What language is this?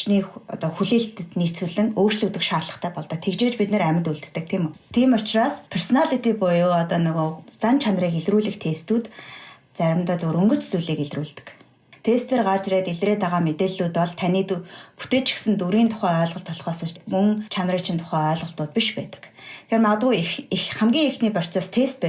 Mongolian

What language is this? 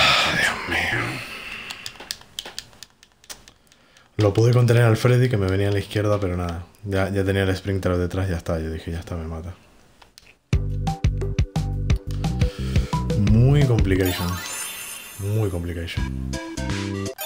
Spanish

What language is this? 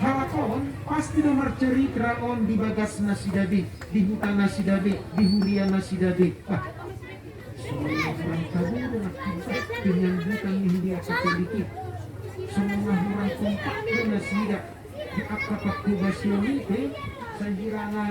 Batak Toba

